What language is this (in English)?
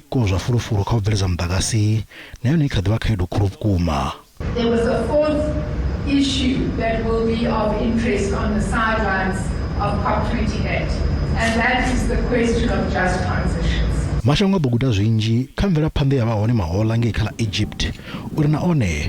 Venda